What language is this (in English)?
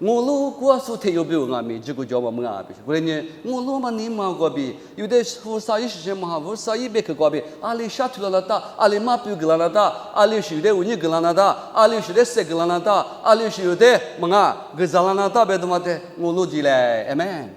Lisu